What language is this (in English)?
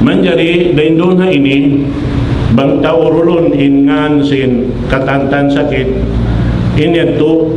Tausug